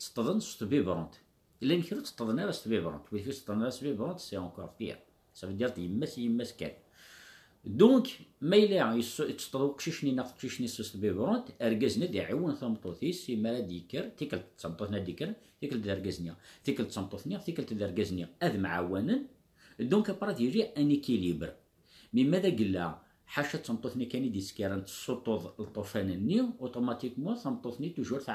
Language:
Kabyle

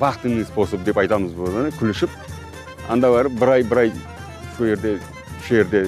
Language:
Crimean Tatar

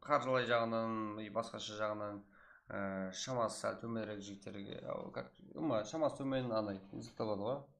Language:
Kara-Kalpak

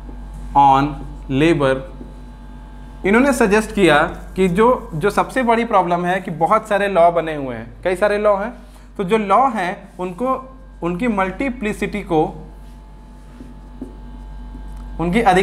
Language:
Hindi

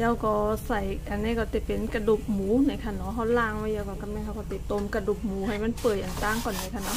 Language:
Shan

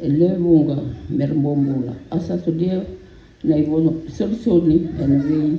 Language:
Fijian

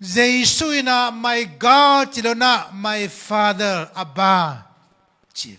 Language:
Tedim Chin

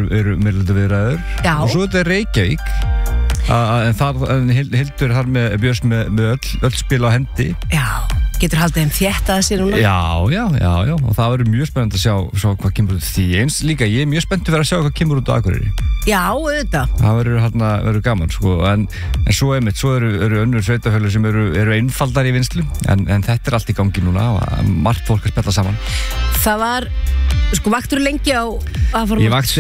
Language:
Icelandic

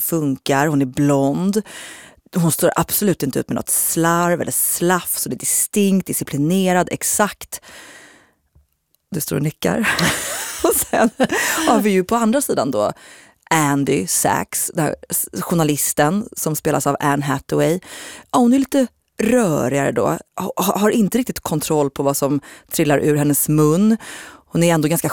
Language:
Swedish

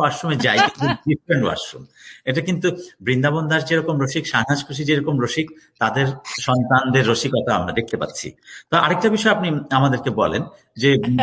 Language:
Bangla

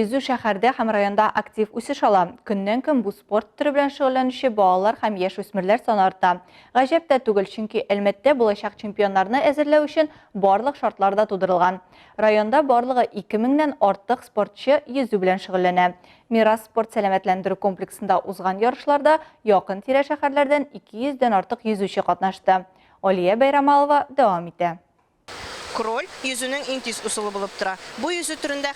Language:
Tatar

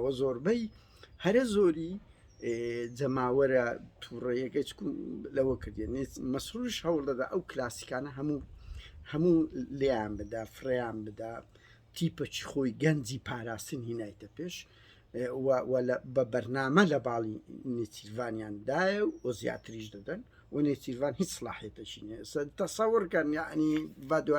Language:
Central Kurdish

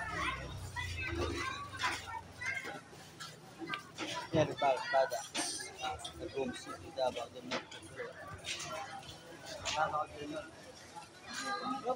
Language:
Filipino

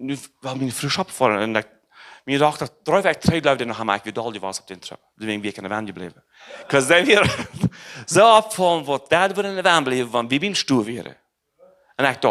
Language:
Plautdietsch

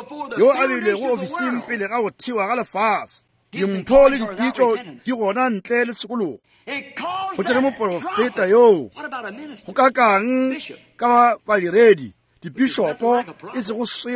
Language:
Northern Sotho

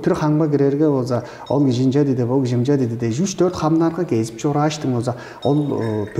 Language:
Tuvinian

